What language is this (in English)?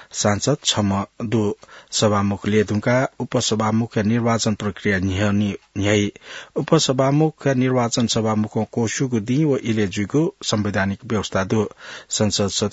Newari